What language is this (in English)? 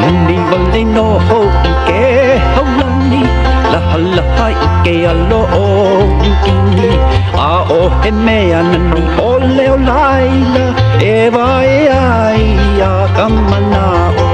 Hawaiian